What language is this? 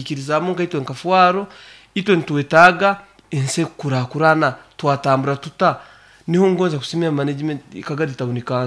Nyoro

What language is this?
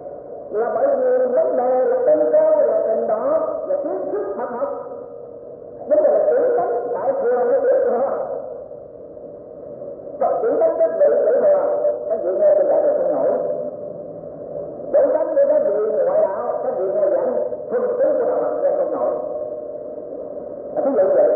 Vietnamese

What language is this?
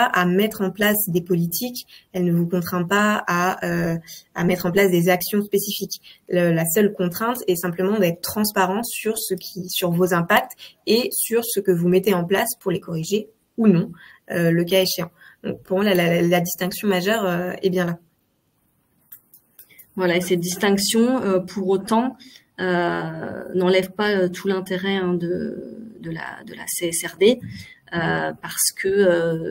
French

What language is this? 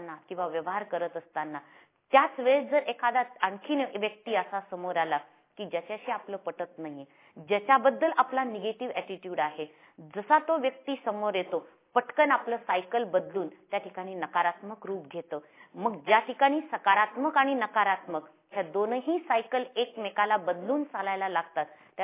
Marathi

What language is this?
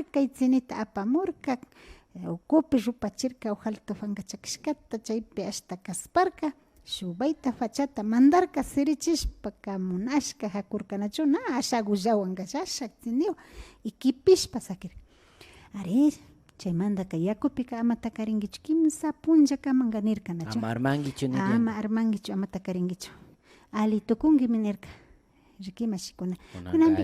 Imbabura Highland Quichua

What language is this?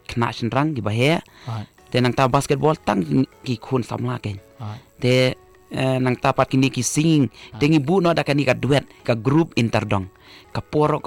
Malay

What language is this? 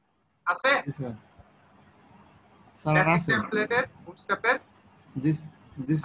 Bangla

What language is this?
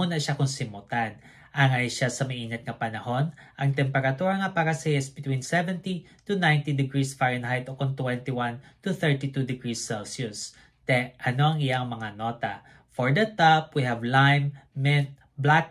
Hiligaynon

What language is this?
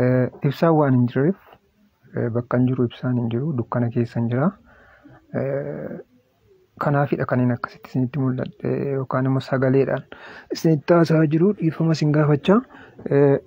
Oromo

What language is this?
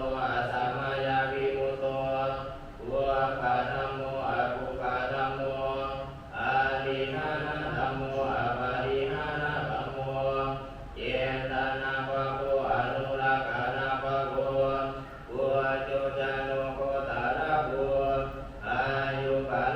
Pali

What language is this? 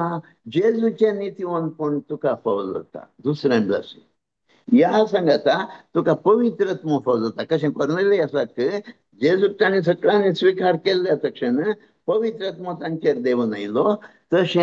Konkani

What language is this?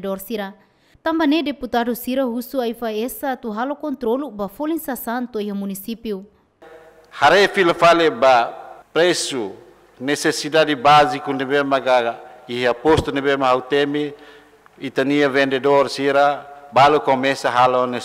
Tetum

